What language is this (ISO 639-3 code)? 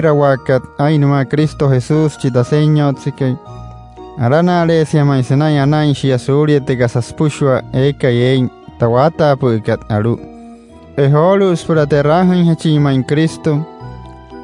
guc